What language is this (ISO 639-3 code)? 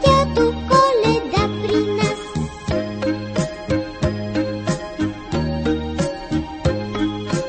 bul